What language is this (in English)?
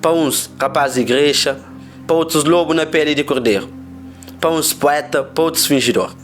Kabuverdianu